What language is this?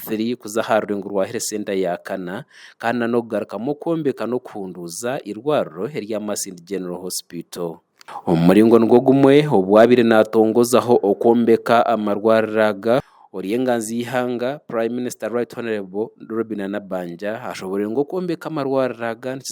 Nyankole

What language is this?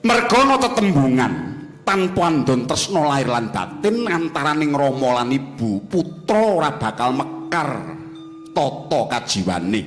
Javanese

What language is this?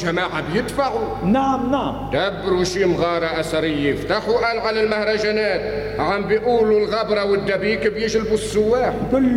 North Levantine Arabic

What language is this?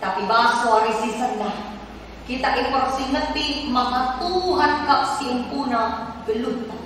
Batak Karo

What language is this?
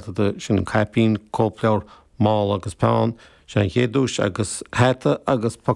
Irish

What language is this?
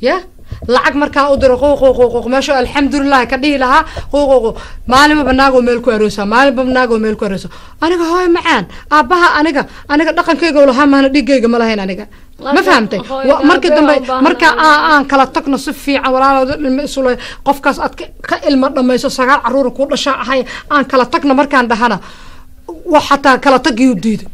Somali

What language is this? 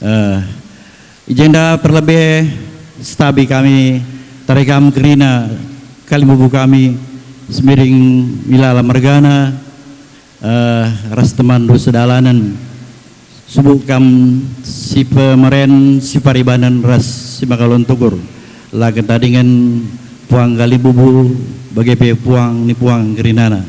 Batak Karo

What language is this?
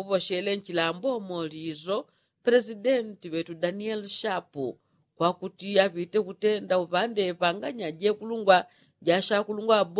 Yao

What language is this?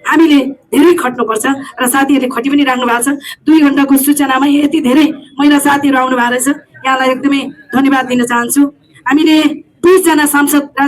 Nepali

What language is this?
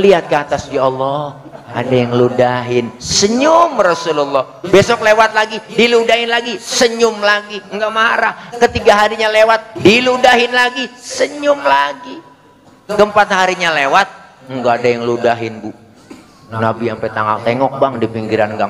Betawi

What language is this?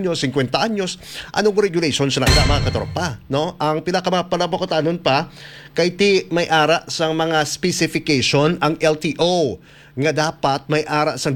Hiligaynon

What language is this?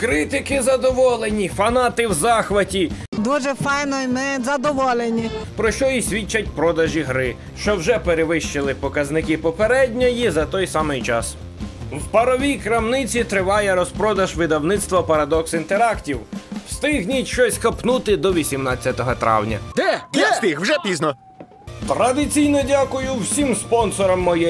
Ukrainian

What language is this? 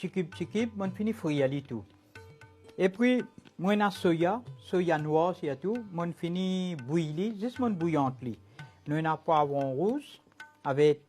Morisyen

